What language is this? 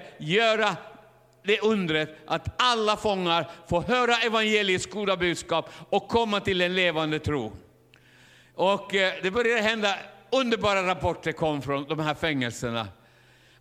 Swedish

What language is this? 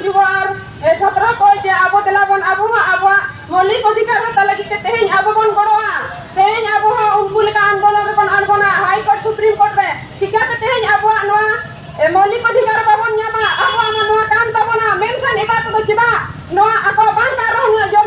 Santali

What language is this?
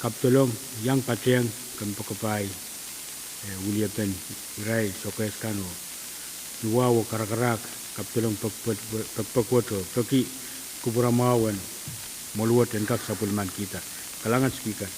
Pohnpeian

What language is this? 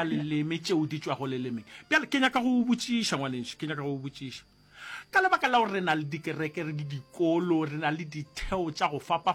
Northern Sotho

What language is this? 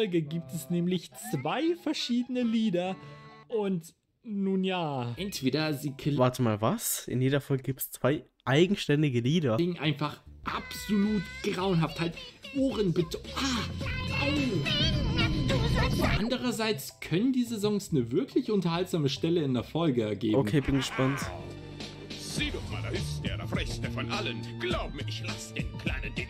German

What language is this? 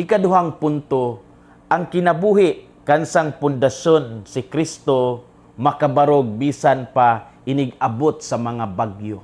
Cebuano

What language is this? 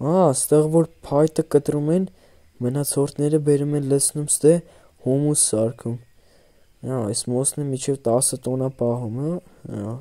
Armenian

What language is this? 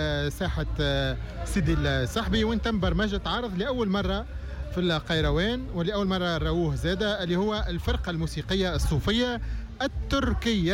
Tunisian Arabic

